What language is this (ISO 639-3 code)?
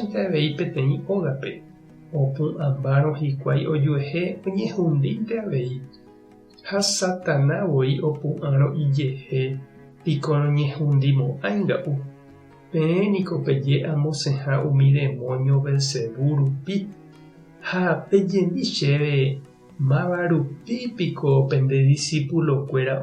grn